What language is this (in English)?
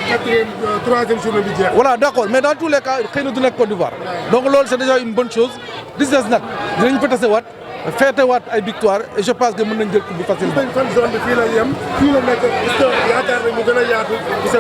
Wolof